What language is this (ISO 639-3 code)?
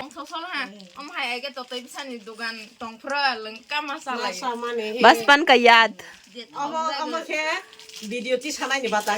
trp